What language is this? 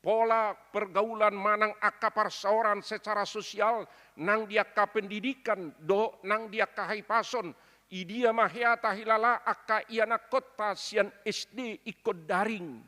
Batak Toba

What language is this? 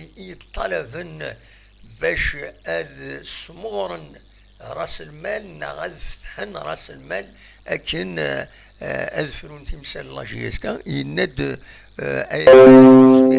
Kabyle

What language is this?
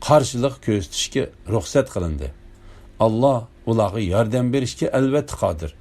Uyghur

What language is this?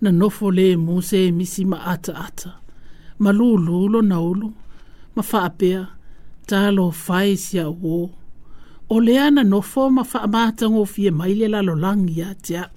Samoan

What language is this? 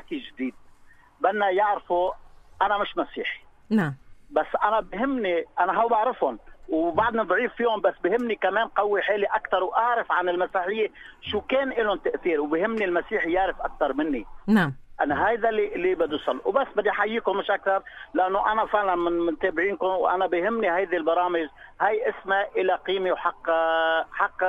North Levantine Arabic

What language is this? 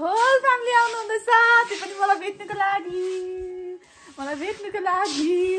Nepali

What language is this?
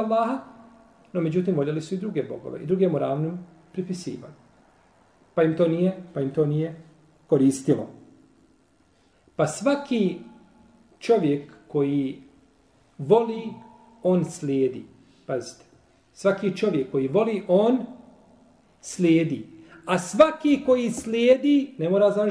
Bosnian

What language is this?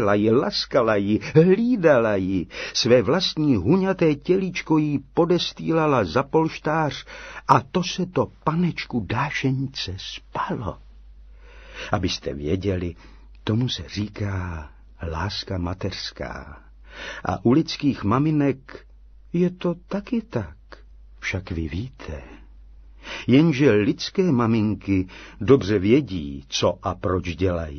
Czech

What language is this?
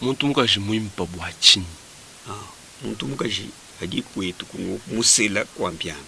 Luba-Lulua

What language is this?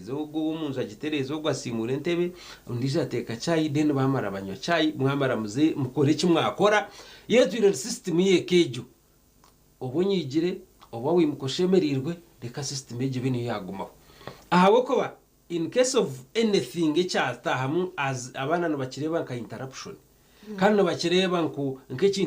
Nyankole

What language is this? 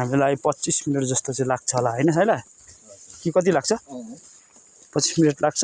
Nepali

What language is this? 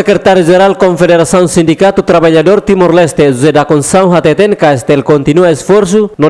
Tetum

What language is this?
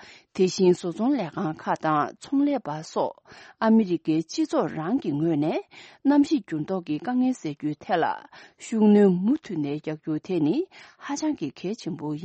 Tibetan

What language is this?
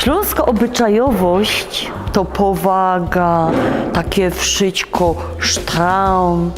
Silesian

